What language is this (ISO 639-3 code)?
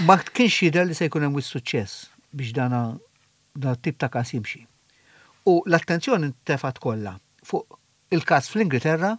mlt